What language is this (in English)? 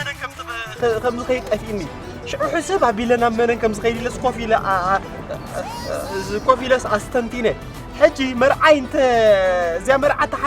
Tigrinya